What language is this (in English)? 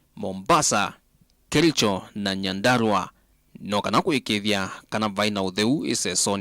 Kamba